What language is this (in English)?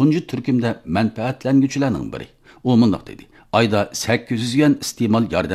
Uyghur